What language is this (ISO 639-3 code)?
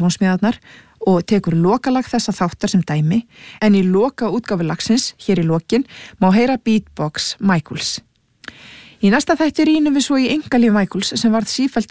isl